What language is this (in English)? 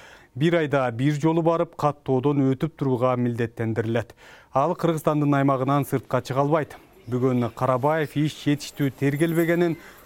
Kyrgyz